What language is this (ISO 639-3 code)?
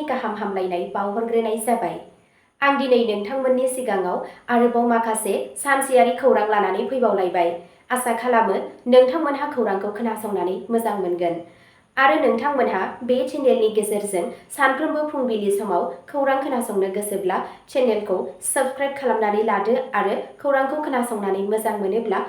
brx